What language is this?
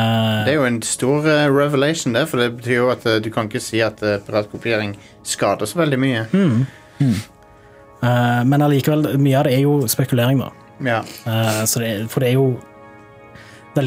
Norwegian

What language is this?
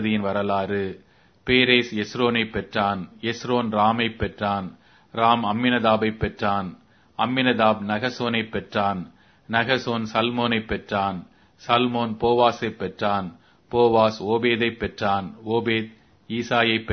Tamil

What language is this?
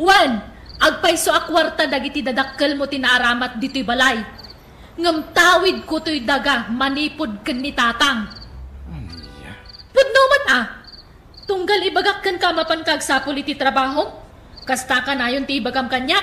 Iloko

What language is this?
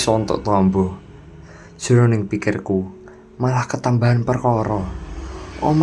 Javanese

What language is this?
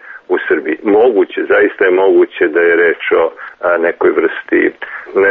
Serbian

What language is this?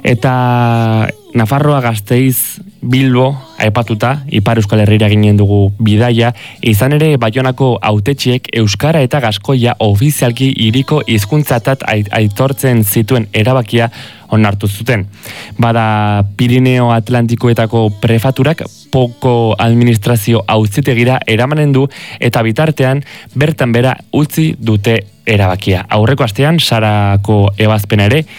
Basque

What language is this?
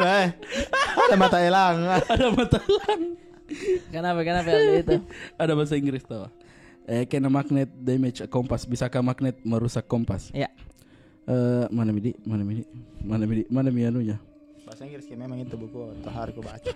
Makassar Malay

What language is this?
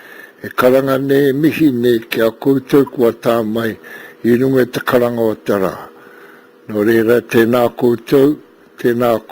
Māori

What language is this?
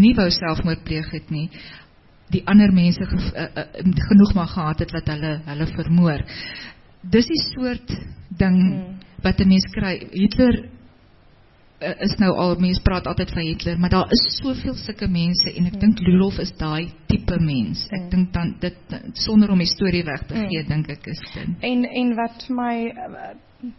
Afrikaans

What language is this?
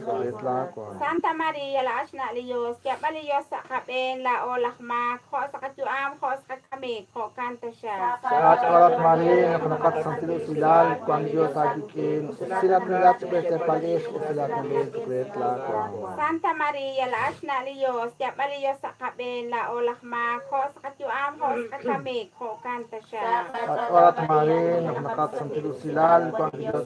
Kekchí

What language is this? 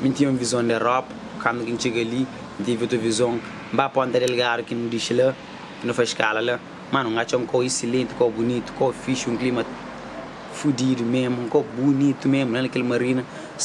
Kabuverdianu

